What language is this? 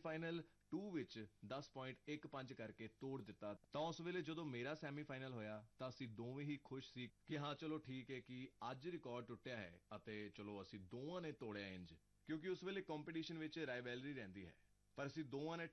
Punjabi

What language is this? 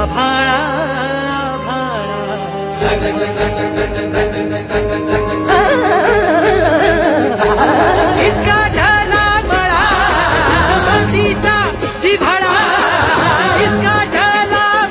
Marathi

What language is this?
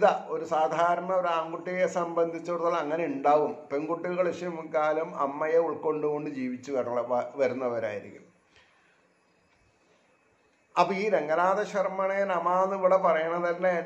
Malayalam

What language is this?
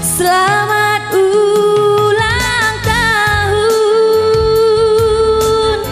Batak Karo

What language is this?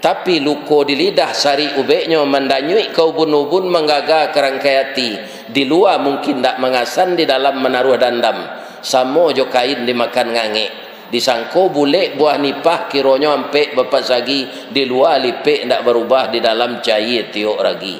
Minangkabau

